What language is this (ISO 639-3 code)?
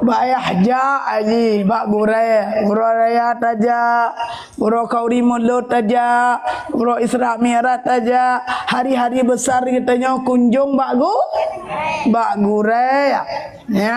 ace